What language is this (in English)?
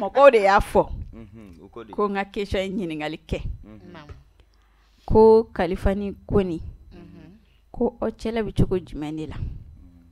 Bambara